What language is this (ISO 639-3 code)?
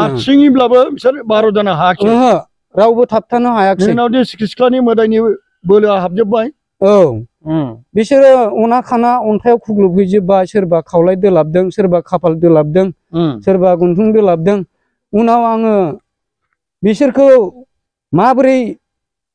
brx